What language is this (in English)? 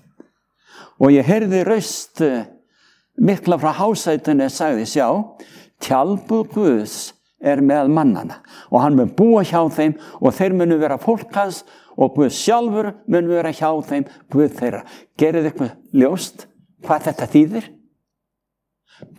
Icelandic